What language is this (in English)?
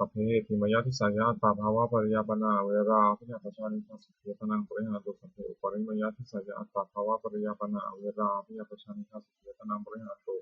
Pali